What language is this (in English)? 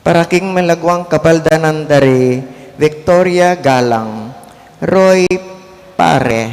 Pampanga